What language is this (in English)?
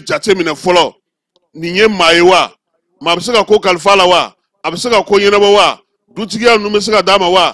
Bambara